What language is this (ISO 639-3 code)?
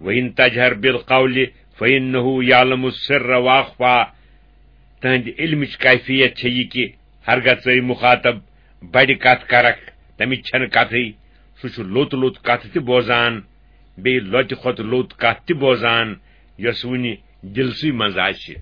kas